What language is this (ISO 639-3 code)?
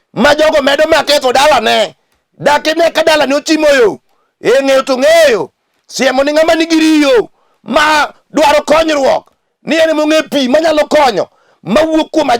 luo